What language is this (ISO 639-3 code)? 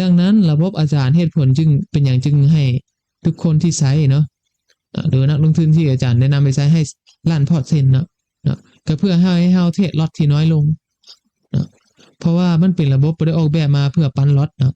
lao